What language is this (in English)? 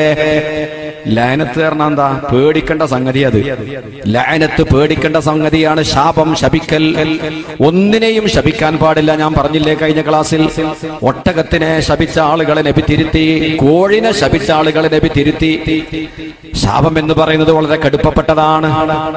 Malayalam